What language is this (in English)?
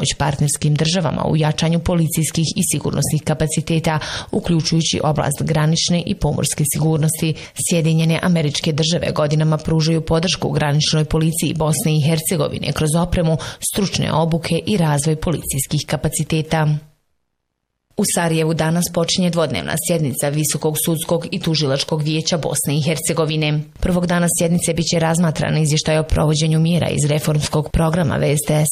Bosnian